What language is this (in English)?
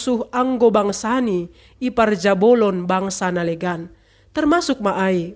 Batak Simalungun